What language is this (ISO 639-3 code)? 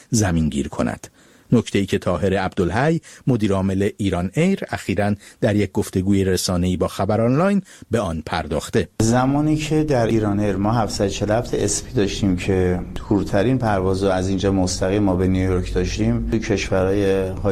fas